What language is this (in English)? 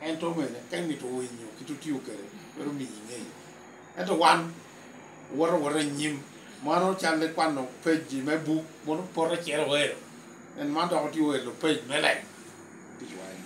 Lango (Uganda)